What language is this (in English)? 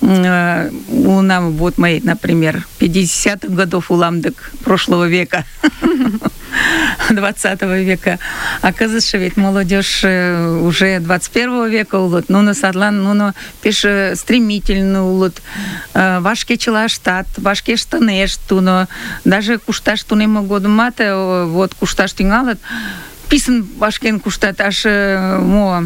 Mari